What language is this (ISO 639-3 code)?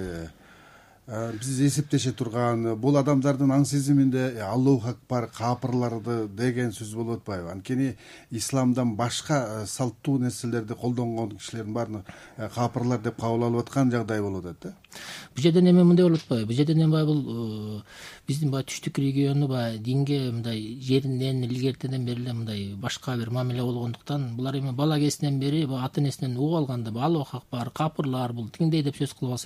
kir